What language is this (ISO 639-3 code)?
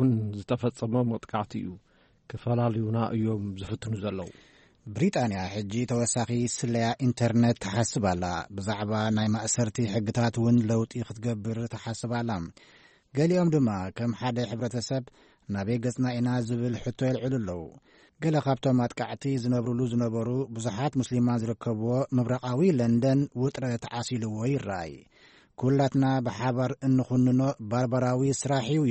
tir